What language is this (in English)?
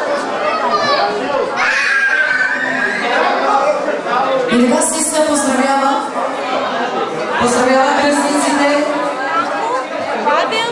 Bulgarian